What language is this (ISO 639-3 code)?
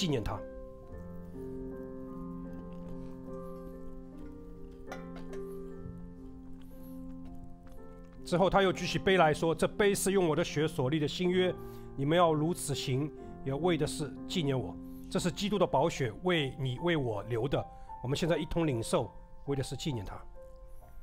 zho